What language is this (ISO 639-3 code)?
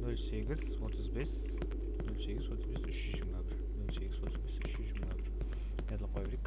kaa